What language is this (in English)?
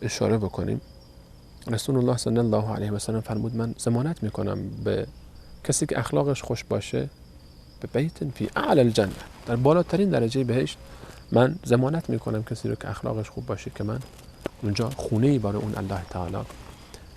Persian